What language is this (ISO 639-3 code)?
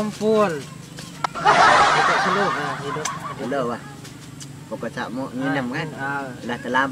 sas